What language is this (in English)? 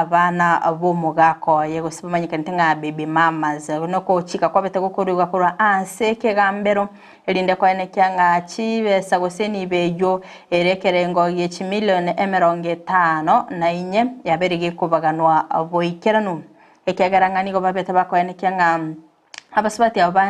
Gusii